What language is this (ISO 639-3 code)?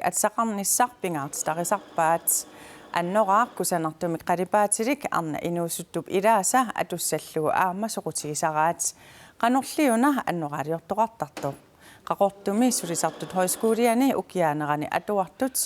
kal